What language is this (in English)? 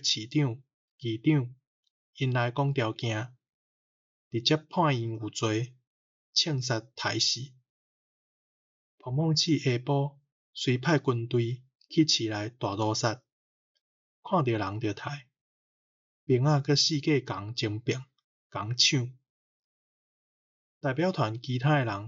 Min Nan Chinese